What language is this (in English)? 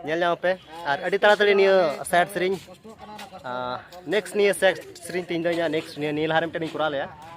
Santali